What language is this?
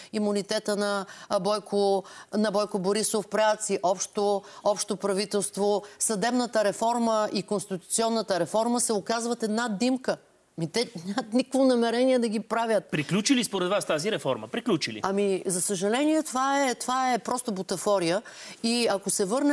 Bulgarian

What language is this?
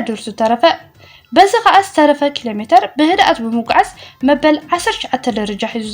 Tigrinya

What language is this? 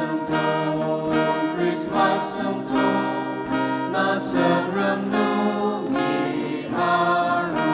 Ao Naga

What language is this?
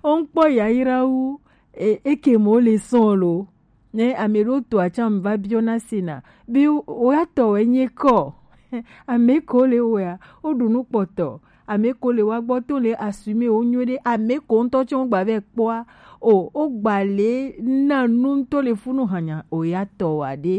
Gen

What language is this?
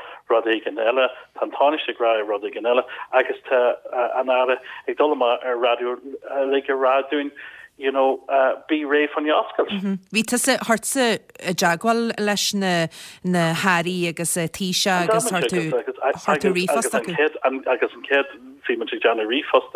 Irish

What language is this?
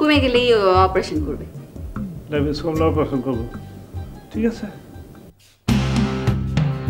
Bangla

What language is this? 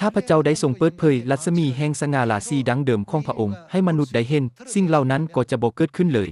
Lao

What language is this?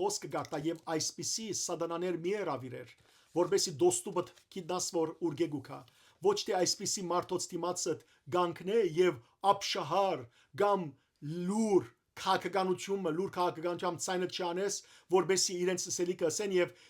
Western Armenian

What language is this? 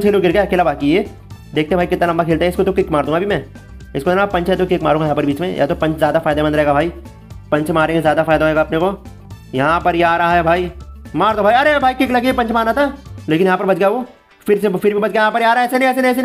Hindi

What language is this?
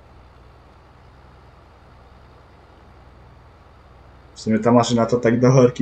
Polish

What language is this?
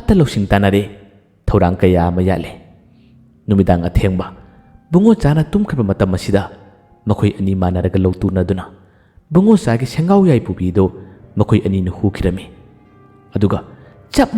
Manipuri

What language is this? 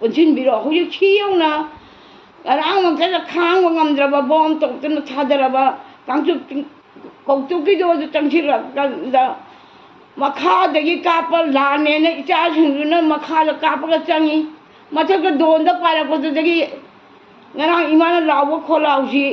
Manipuri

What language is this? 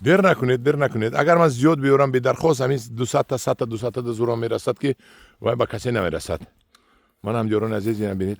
Tajik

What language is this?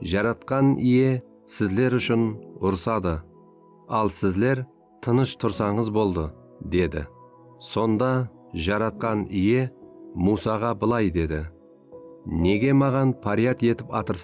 Kara-Kalpak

